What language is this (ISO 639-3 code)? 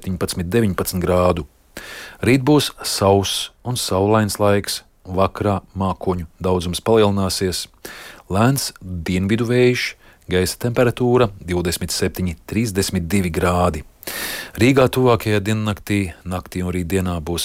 lav